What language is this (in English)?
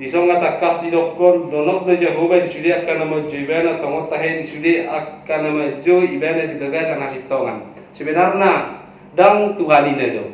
Batak Toba